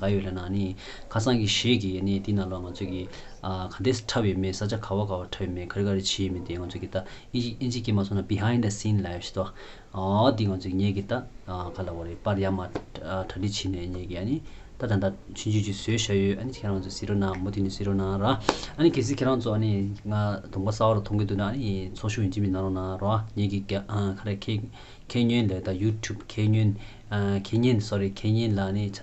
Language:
Tibetan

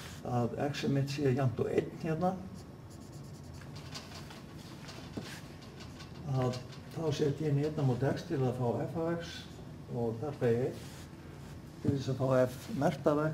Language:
Icelandic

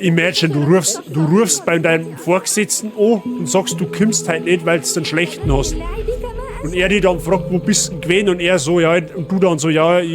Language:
Bavarian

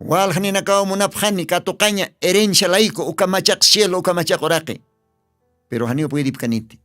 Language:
Aymara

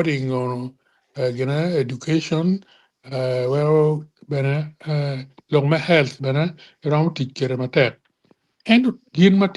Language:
Acoli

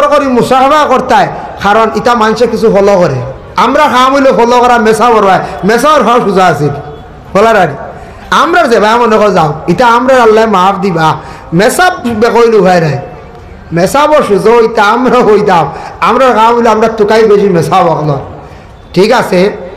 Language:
Sylheti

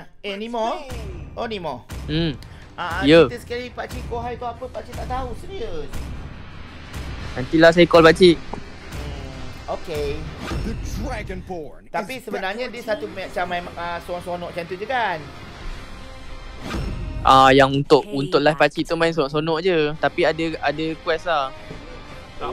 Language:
Malay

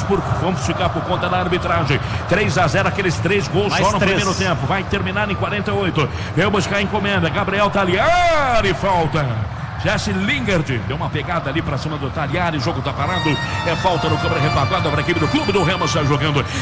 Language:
Portuguese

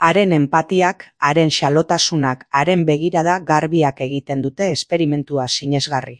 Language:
Basque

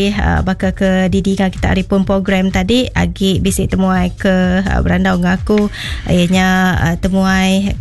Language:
Iban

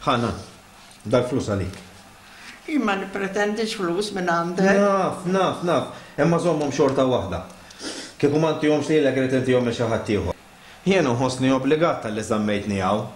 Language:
Maltese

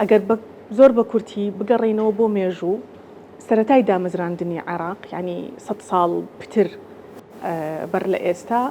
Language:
Central Kurdish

